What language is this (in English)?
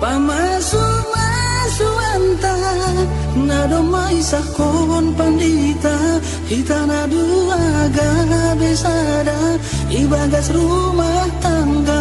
Batak Toba